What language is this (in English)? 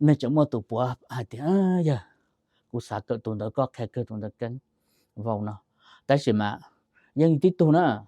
Hmong